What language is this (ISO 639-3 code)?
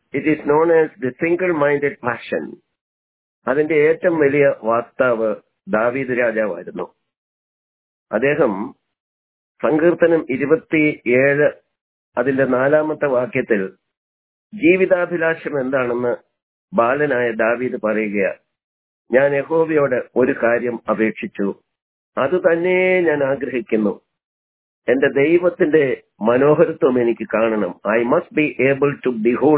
mal